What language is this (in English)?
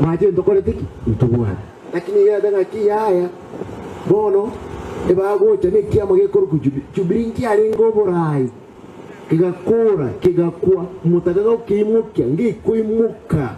Gusii